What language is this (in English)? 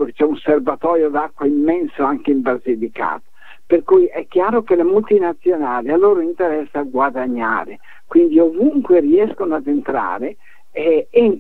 Italian